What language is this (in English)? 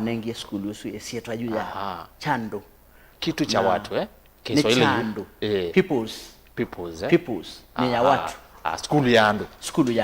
Kamba